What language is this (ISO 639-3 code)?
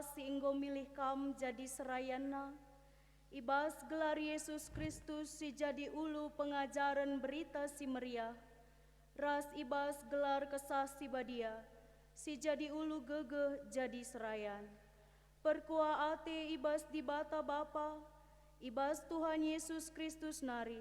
btx